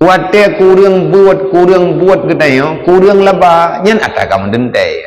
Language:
Achinese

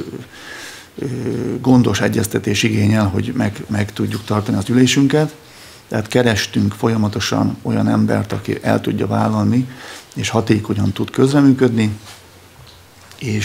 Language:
Hungarian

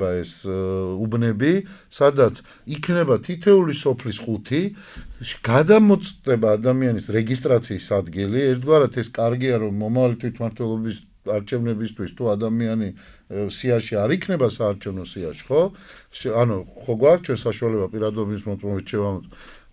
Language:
Georgian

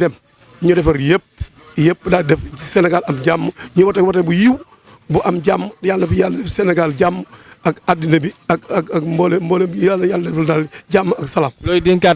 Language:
Wolof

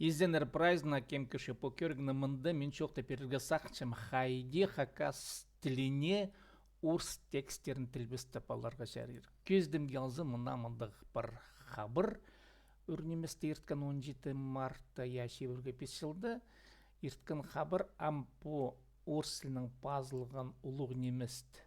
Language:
Khakas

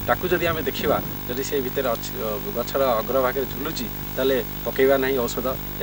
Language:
Odia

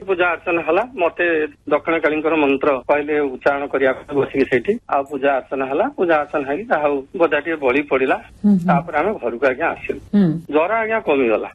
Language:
Odia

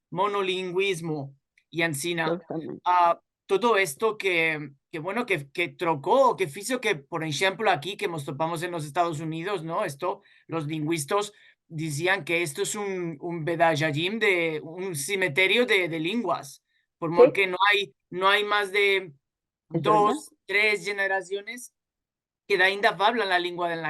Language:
Ladino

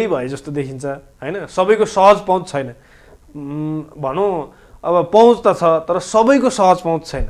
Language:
Nepali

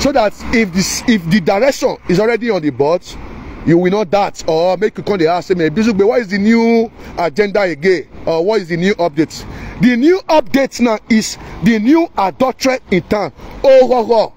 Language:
Nigerian Pidgin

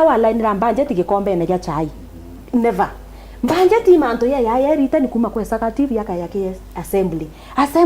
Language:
Meru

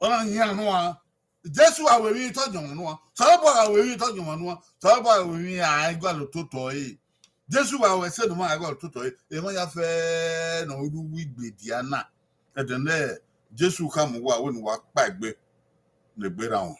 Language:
Bini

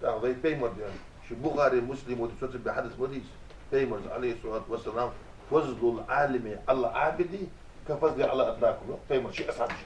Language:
Ingush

